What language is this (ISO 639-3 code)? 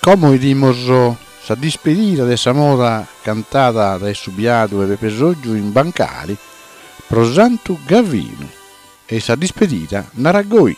srd